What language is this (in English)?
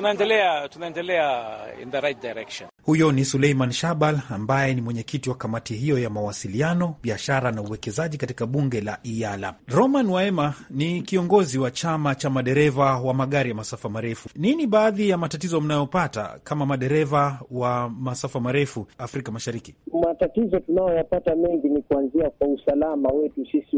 Swahili